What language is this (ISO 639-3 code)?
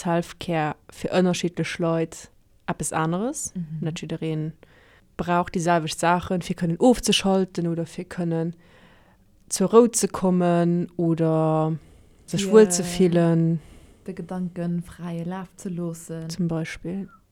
ltz